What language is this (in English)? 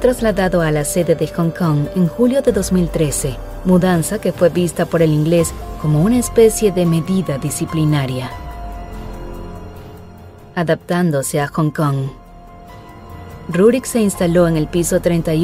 Spanish